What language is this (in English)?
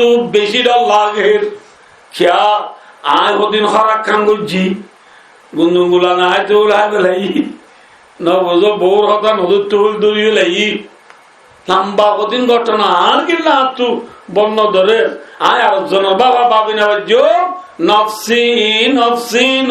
Rohingya